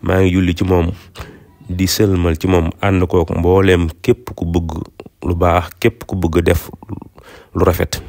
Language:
Wolof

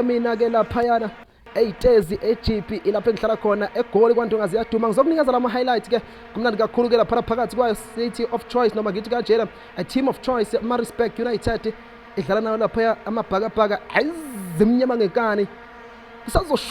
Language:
Zulu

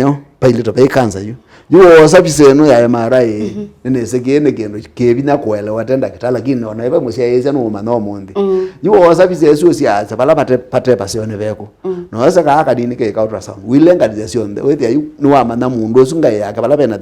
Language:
Kamba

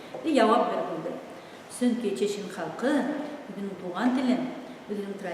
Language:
Bashkir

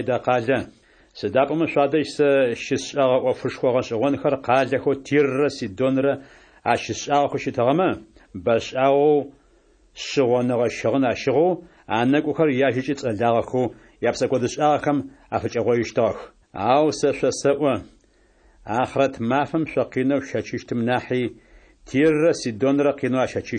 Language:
Adyghe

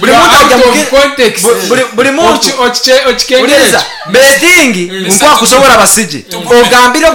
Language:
Nyankole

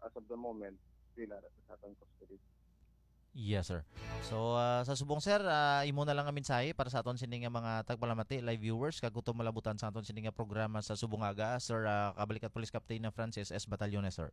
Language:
Hiligaynon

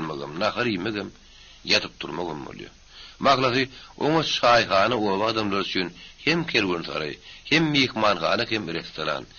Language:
Turkmen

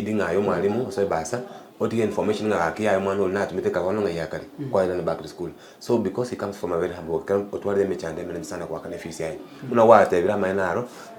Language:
Gusii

